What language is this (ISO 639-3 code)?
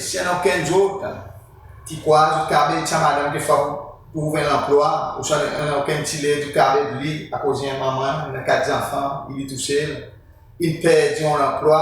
crs